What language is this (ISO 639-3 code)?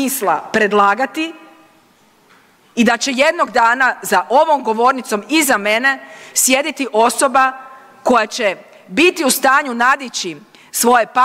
hrv